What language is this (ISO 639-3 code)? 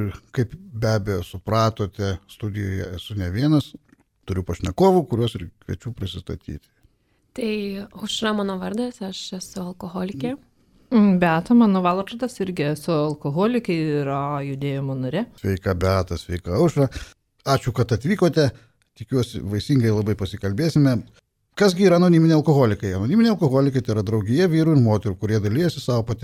lit